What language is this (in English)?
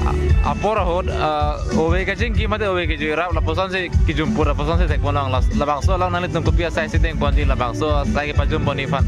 Karbi